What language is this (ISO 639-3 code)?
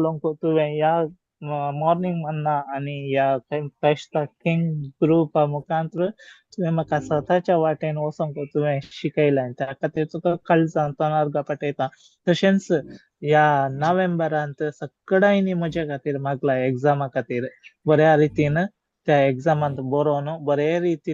kok